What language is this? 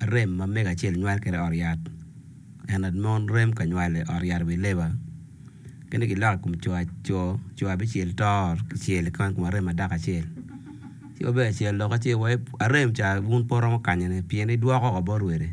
Acoli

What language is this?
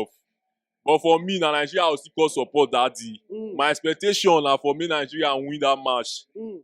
Nigerian Pidgin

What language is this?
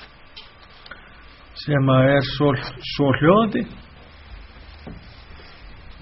Icelandic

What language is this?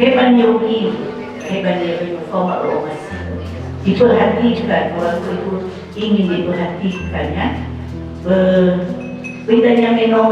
Nias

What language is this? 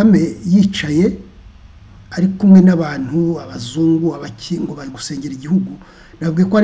Kinyarwanda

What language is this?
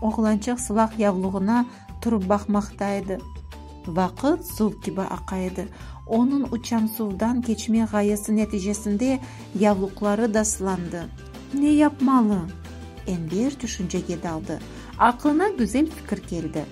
Crimean Tatar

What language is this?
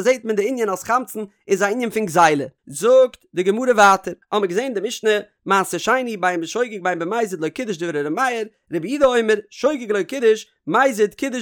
Yiddish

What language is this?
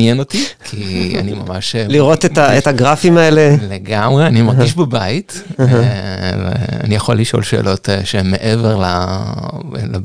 Hebrew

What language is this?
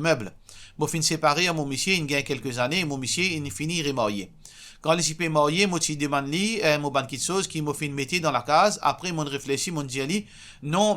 Morisyen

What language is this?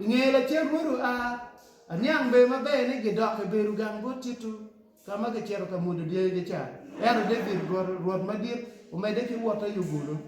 Acoli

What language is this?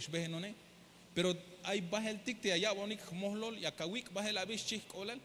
Tzeltal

